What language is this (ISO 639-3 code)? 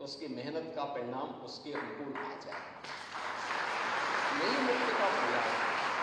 hin